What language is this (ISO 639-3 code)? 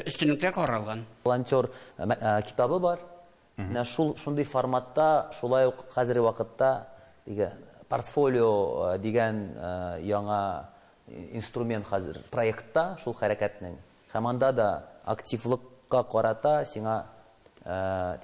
tat